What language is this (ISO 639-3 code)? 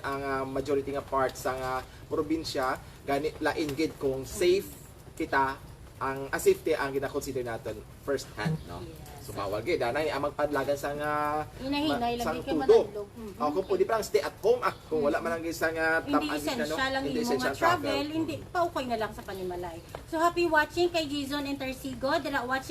hil